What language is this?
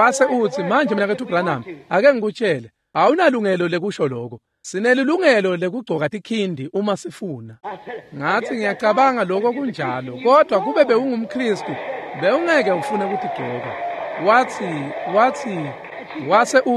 Swati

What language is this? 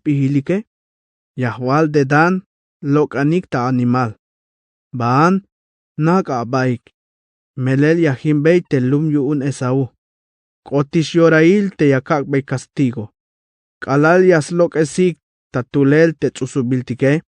Tzeltal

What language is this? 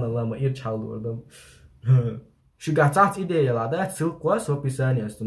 Chechen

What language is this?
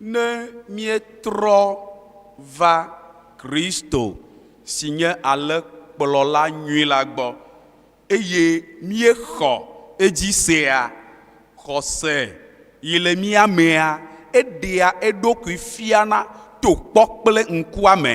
Ewe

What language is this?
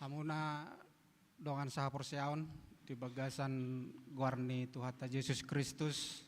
Batak Toba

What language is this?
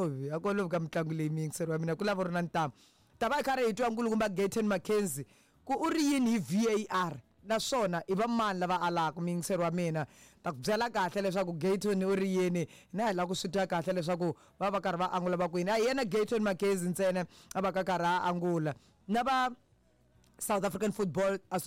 Tsonga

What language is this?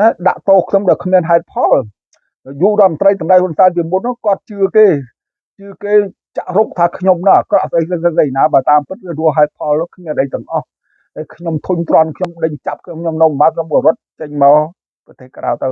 Khmer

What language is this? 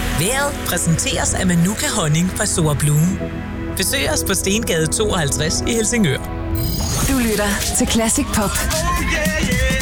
Danish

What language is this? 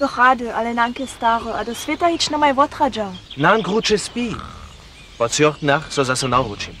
Upper Sorbian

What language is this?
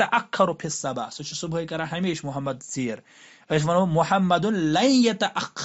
Kashmiri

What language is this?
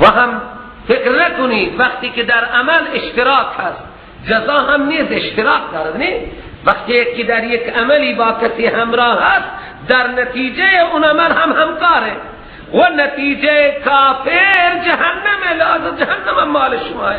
Persian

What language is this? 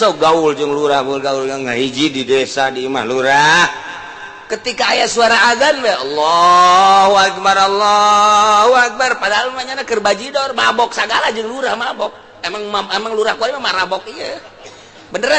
Sundanese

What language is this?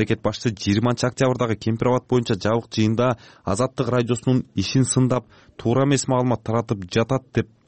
Kyrgyz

